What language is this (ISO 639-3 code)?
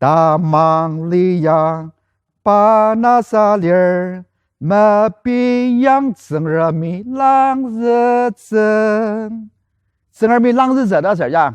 njo